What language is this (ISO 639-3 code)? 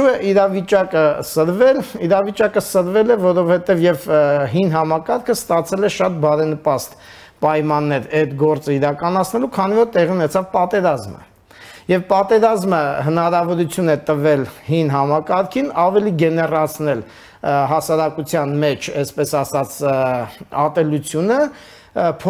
hye